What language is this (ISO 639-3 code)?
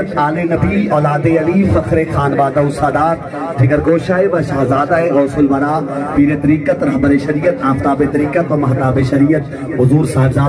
skr